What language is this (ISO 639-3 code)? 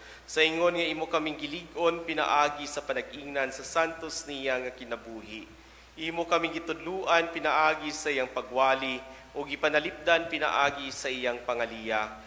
ceb